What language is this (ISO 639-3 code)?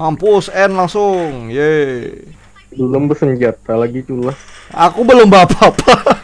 bjn